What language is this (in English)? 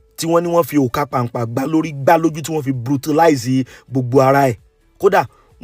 Yoruba